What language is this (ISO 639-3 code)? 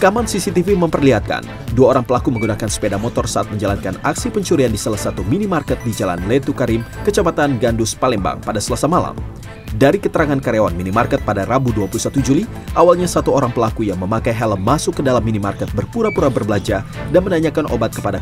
ind